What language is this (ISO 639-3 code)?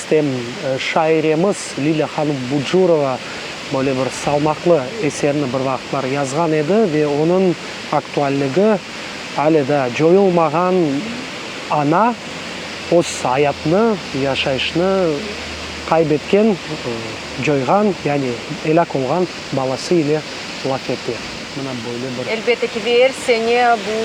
crh